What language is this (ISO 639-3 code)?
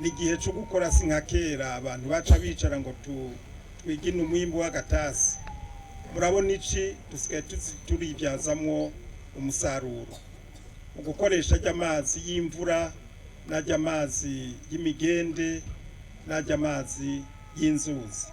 run